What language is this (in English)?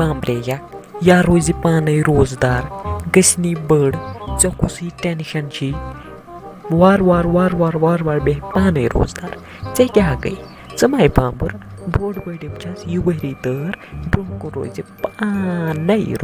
Kashmiri